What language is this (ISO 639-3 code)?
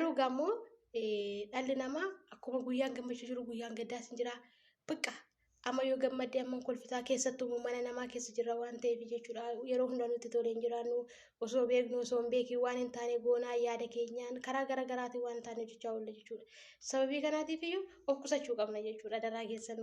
orm